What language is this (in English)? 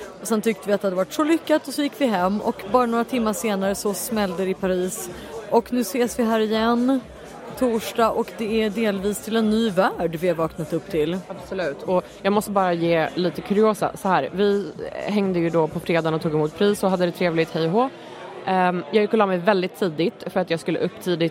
Swedish